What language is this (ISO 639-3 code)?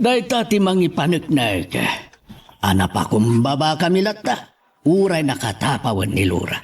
ilo